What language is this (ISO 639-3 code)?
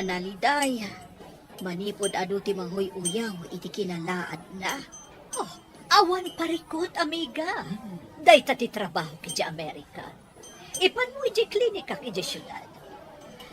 ilo